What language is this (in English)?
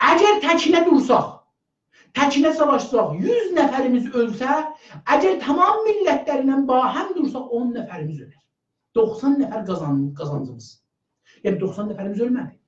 South Azerbaijani